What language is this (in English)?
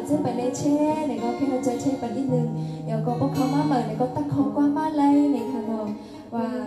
Shan